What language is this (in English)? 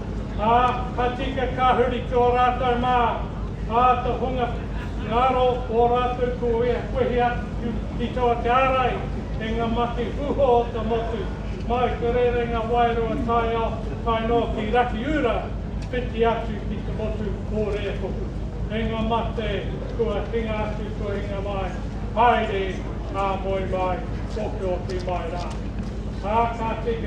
Māori